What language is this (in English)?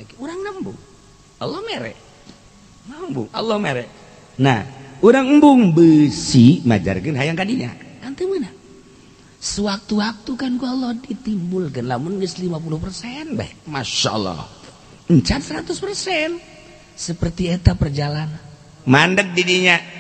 Sundanese